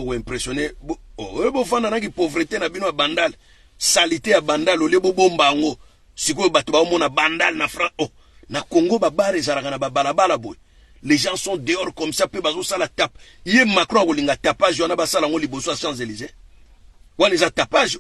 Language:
Lingala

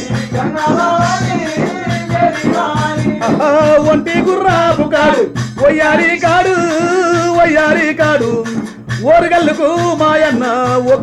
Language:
Telugu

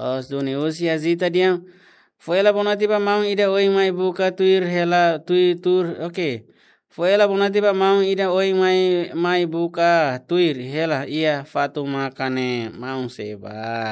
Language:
Tetum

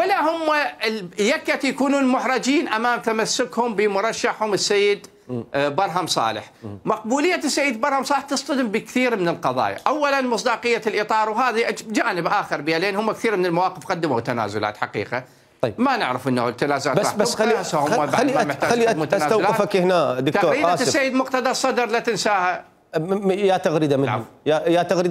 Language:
Mesopotamian Arabic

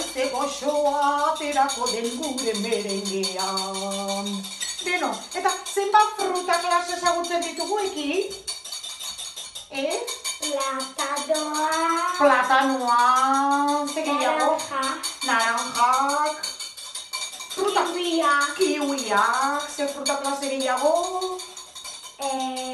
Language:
Basque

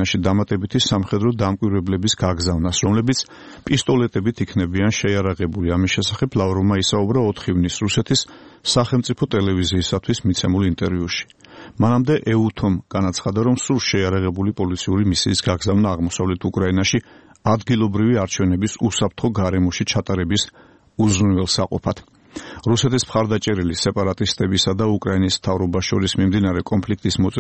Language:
Georgian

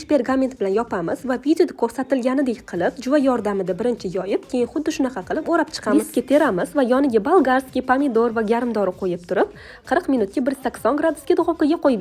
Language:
Uzbek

